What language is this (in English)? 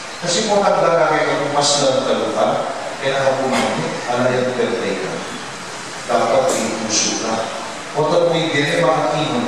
Pampanga